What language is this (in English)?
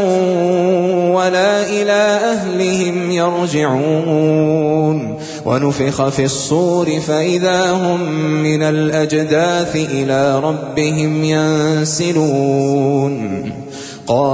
Arabic